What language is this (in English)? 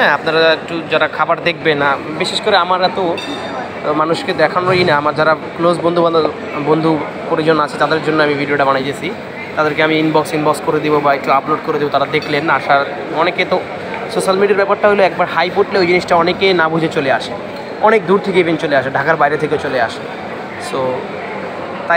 Bangla